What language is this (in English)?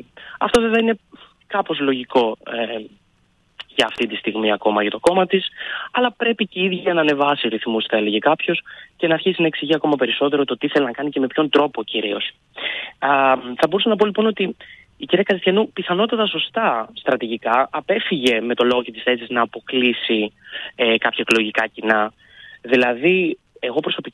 Greek